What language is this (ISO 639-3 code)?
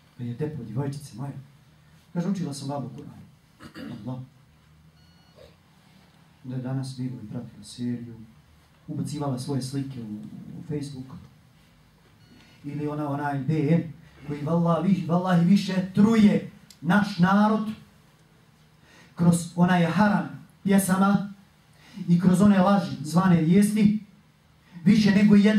bos